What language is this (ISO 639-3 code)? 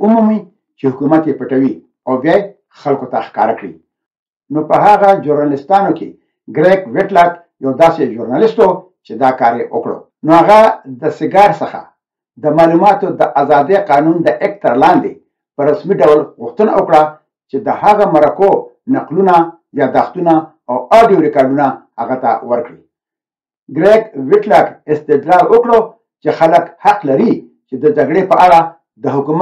pus